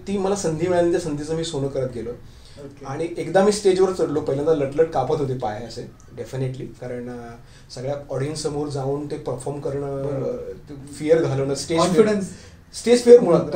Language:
Marathi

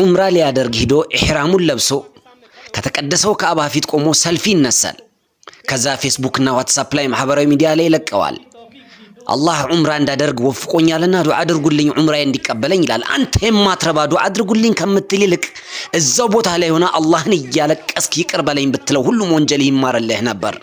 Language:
Amharic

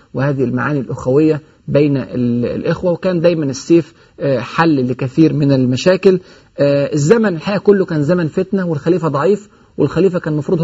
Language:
Egyptian Arabic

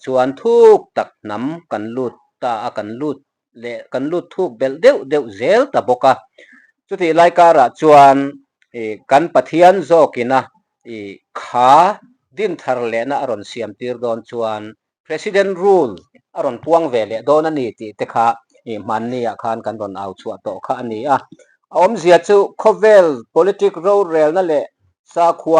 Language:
Mizo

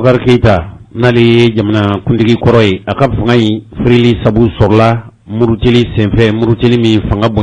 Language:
Bambara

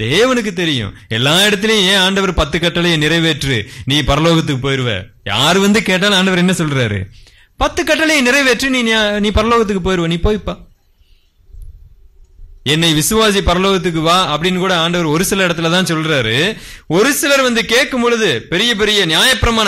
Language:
Tamil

